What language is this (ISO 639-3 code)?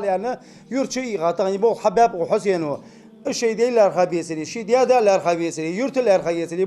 inh